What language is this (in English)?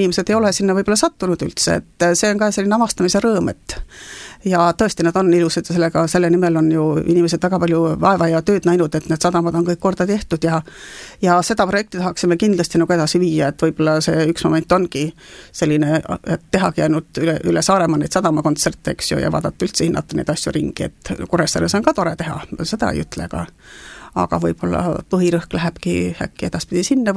Estonian